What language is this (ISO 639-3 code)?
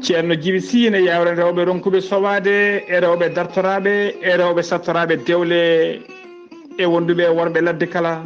ful